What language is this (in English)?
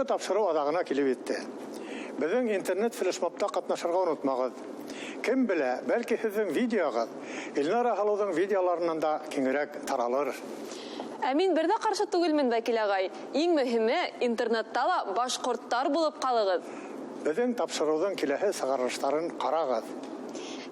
Bashkir